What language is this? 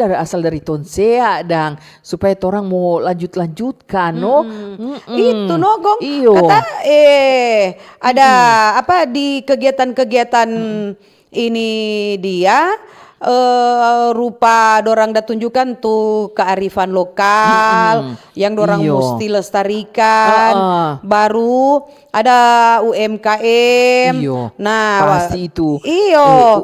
Manado Malay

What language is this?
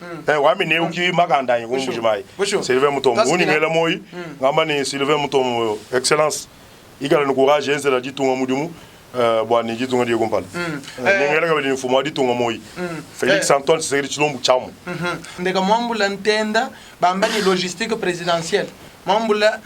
Luba-Lulua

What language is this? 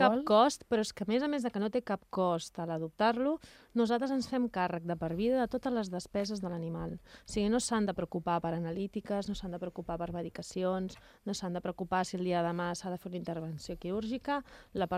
Catalan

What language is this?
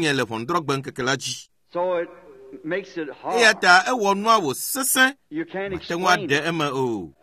Ewe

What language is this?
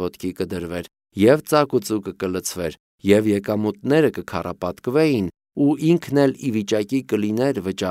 Armenian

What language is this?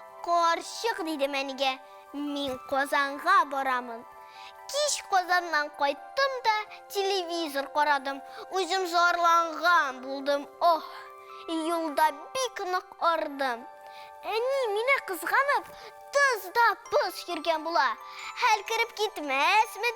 Tatar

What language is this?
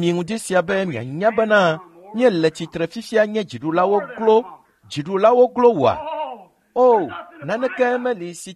Ewe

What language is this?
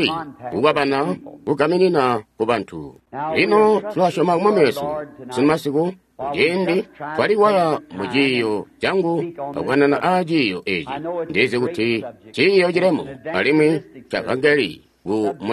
Tonga (Zambia)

